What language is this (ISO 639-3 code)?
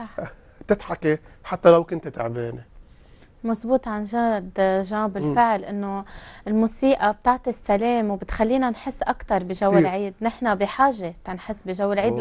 apc